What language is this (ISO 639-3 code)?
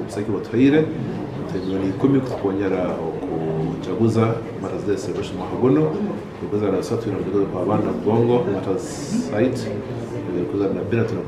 nyn